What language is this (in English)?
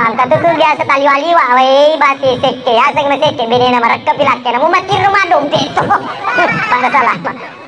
Buginese